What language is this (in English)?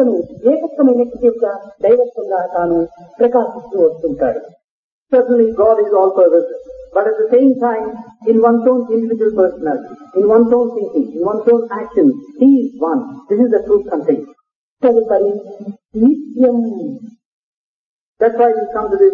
Telugu